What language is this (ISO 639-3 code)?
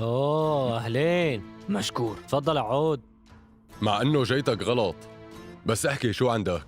apc